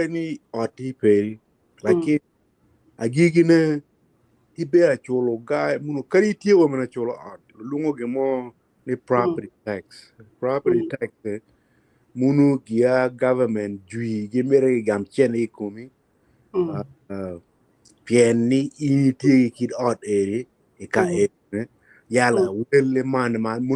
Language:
Acoli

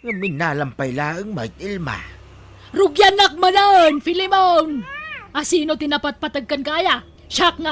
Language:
Iloko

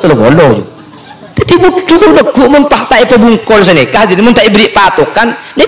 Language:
Madurese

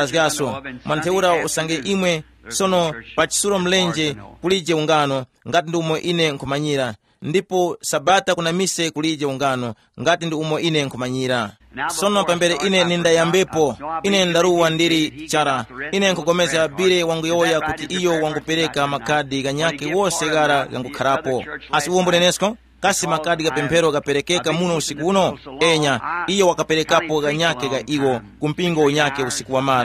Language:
Tumbuka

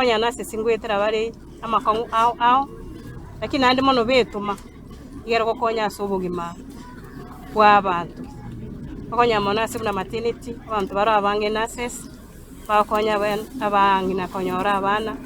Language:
Gusii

